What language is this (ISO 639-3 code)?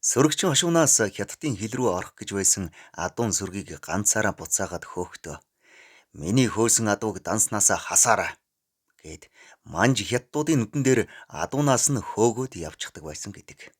mon